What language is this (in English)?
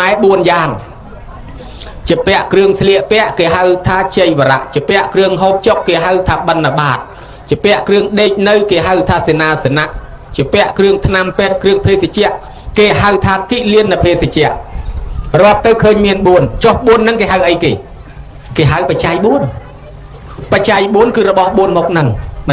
Khmer